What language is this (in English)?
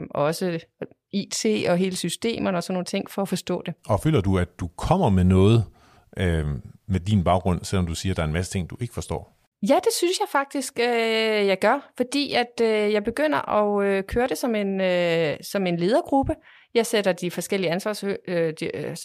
Danish